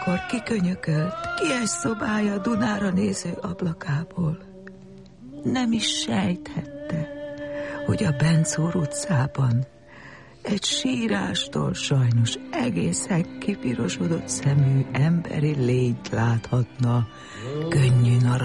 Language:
Hungarian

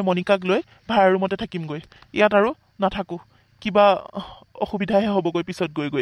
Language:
Assamese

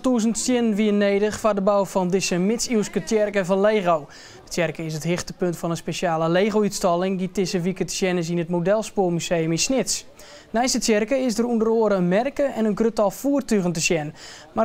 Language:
Western Frisian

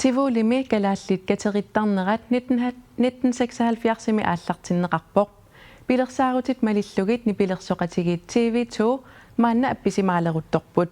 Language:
Kalaallisut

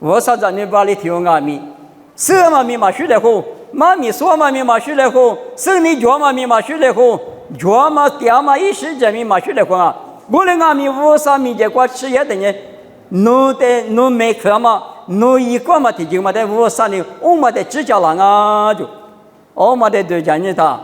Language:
Lisu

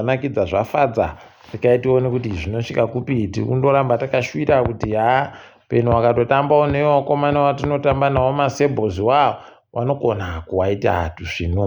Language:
Ndau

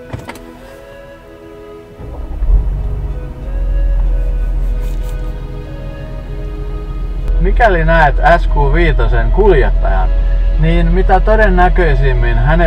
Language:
Finnish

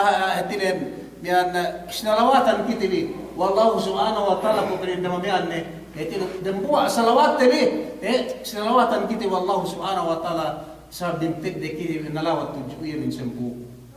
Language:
Yakan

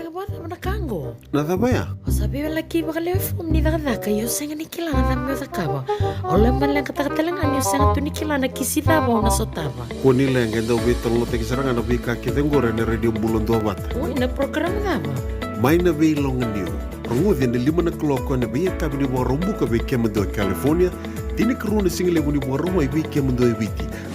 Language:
Fijian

